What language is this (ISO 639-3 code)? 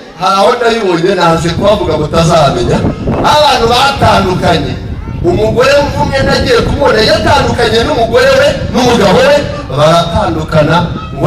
kin